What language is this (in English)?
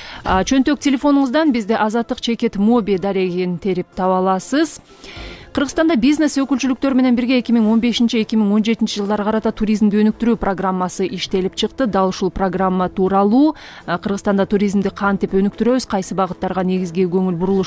Kyrgyz